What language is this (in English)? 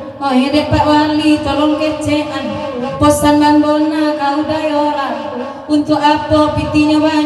Minangkabau